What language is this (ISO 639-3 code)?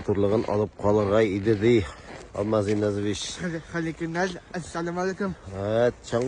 tat